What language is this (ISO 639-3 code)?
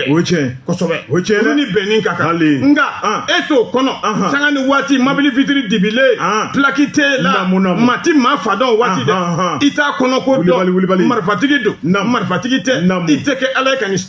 bam